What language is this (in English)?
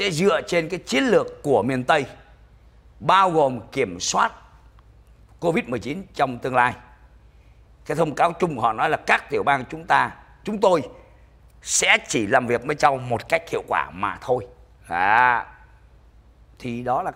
Vietnamese